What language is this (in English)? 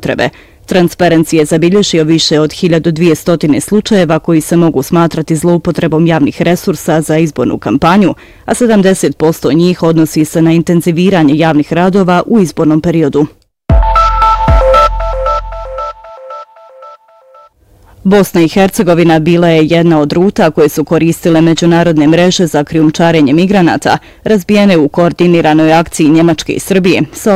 Bosnian